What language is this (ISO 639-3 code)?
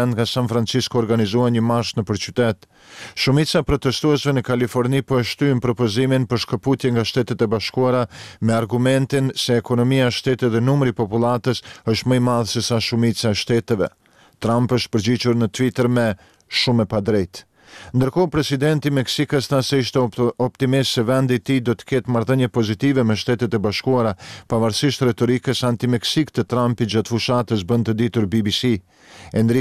sqi